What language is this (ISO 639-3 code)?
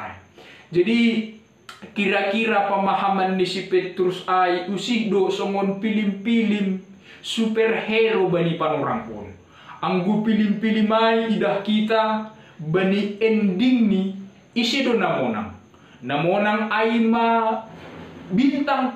bts